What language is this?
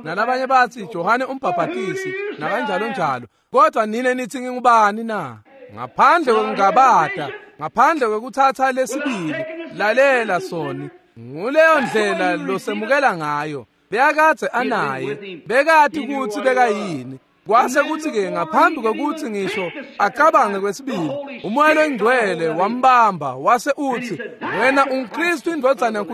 Swati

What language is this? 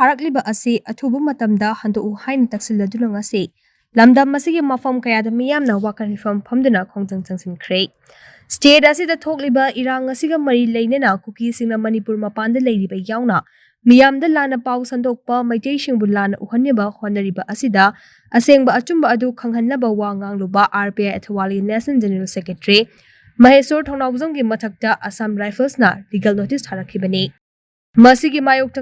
Manipuri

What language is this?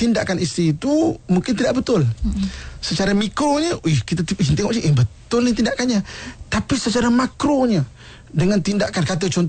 Malay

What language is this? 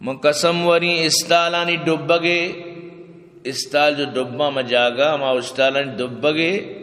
Eastern Balochi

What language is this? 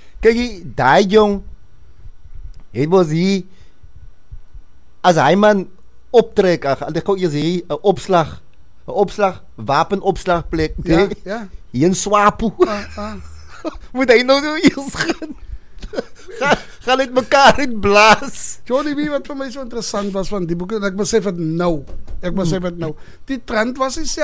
Afrikaans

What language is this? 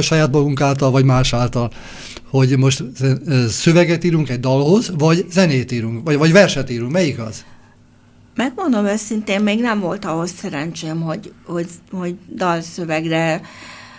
Hungarian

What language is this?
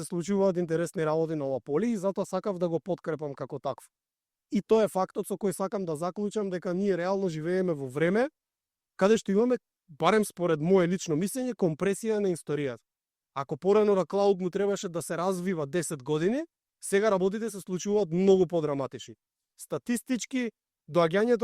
Macedonian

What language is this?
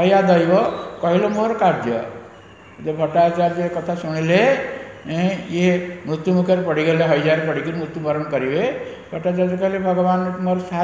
Odia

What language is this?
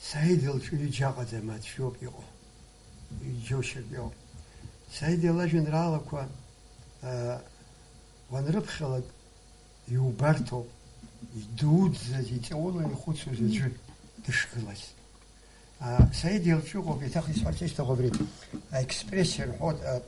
Abkhazian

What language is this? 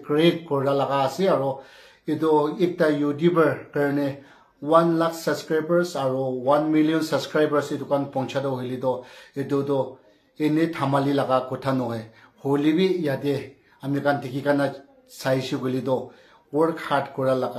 Naga Pidgin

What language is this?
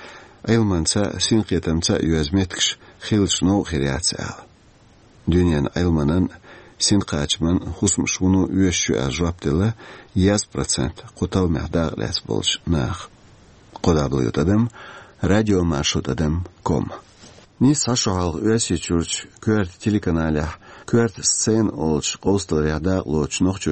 Chechen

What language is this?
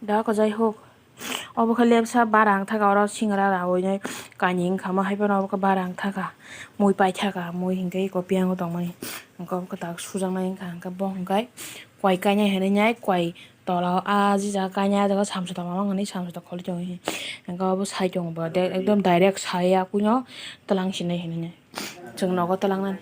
Kok Borok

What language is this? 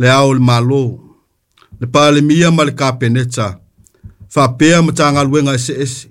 Samoan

